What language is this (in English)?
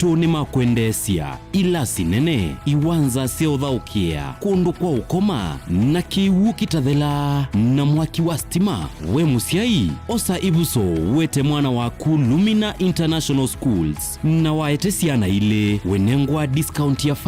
Kamba